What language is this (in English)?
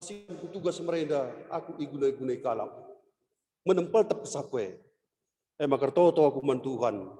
Batak Karo